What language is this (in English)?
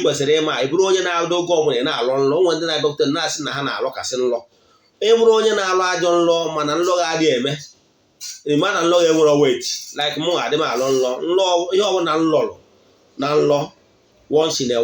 Igbo